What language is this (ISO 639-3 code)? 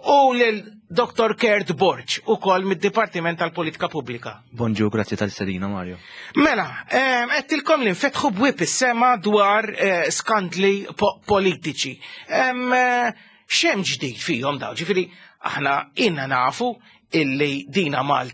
mlt